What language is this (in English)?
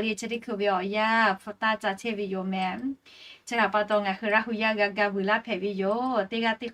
Lahu